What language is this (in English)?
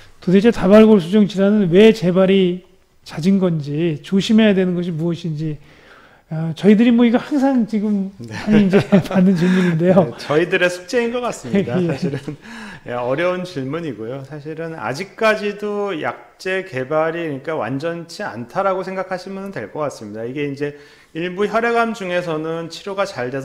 Korean